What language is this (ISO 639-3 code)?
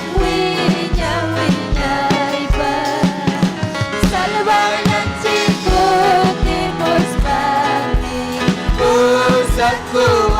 quy